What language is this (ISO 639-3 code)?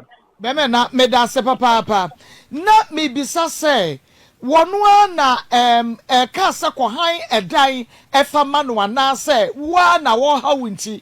aka